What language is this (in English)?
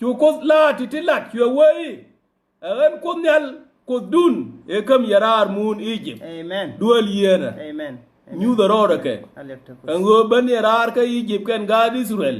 Nuer